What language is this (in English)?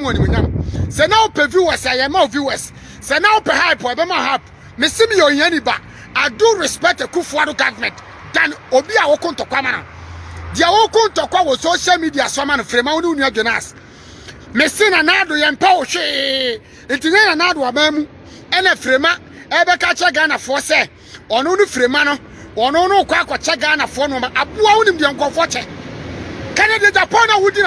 Akan